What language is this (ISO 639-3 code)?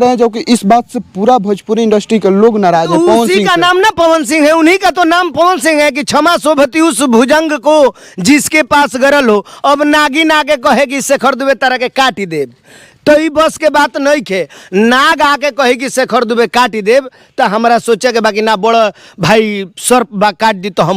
bho